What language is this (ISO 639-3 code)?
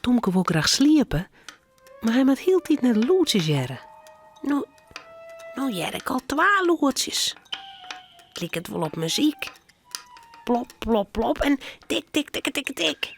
fry